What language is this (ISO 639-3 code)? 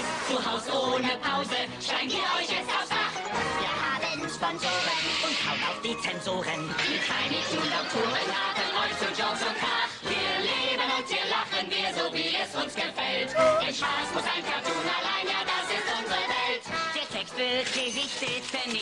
bar